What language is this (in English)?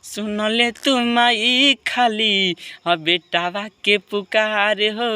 Bhojpuri